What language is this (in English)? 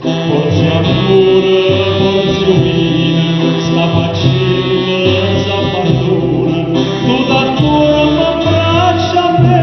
Neapolitan